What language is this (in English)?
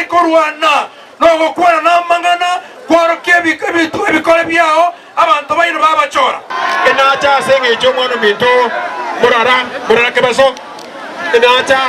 Gusii